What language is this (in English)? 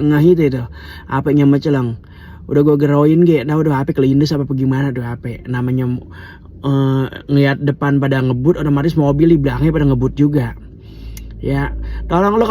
Betawi